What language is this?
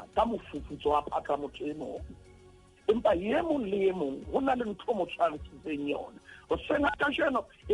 Southern Sotho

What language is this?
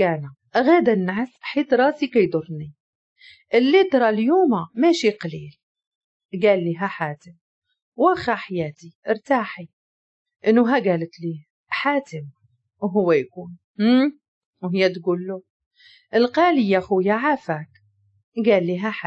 Moroccan Arabic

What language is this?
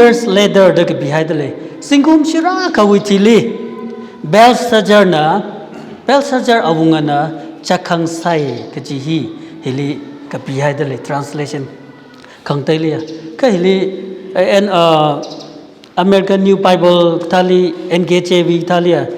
Tangkhul Naga (India)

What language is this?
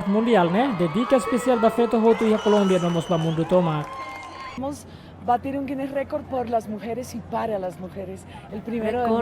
Tetum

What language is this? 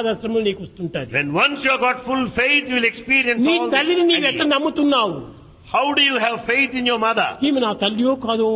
Telugu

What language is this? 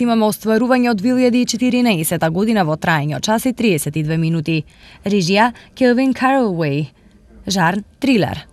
Macedonian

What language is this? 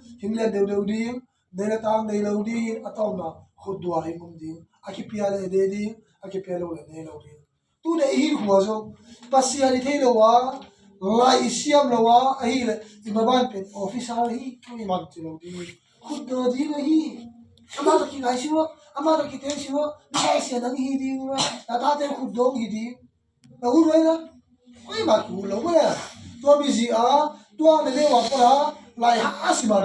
Tedim Chin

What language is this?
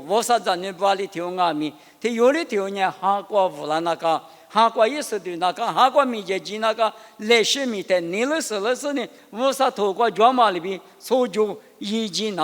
Lisu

